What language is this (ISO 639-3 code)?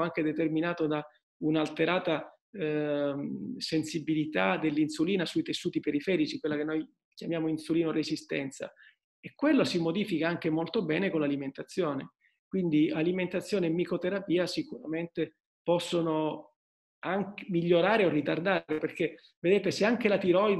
ita